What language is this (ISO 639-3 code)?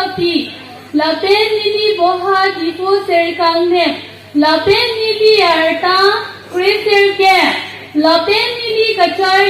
mjw